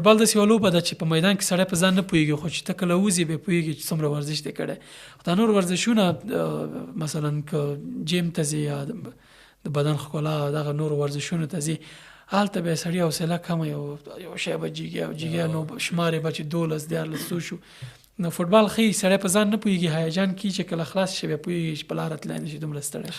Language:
Pashto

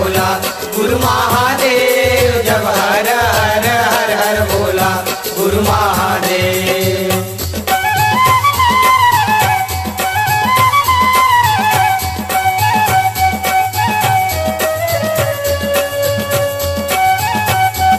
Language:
Chhattisgarhi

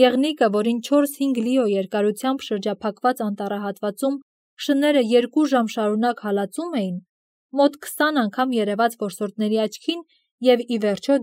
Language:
Armenian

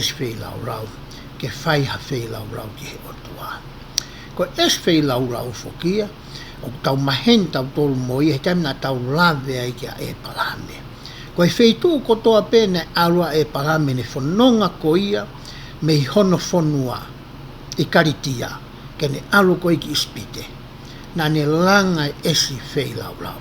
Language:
Tongan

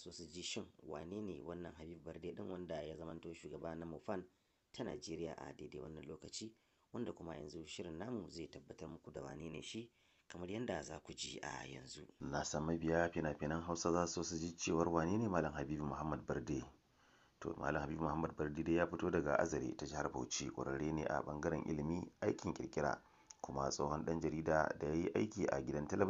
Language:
Hausa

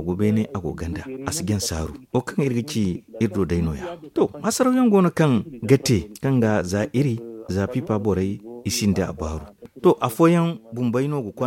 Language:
Zarma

